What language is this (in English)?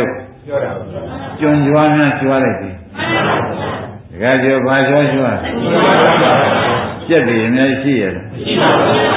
Burmese